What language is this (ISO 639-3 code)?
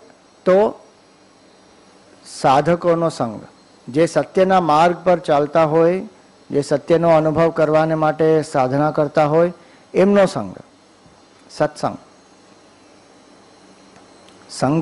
guj